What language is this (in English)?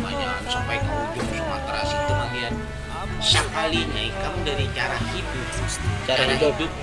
Banjar